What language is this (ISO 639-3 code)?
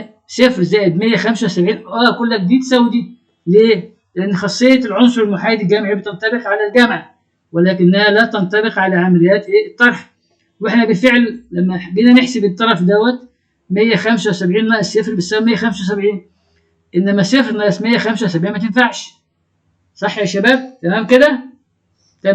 arz